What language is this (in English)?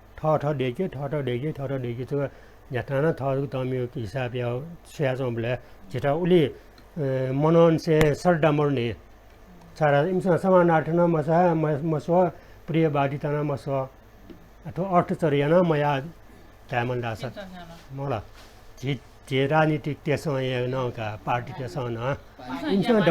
Newari